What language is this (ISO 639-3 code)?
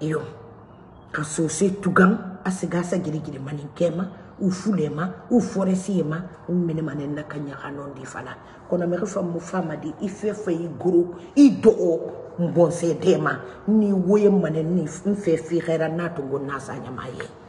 man